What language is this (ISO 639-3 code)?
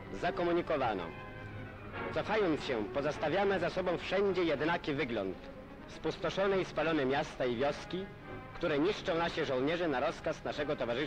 pol